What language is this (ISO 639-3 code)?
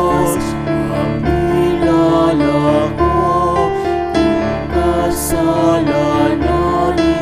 pam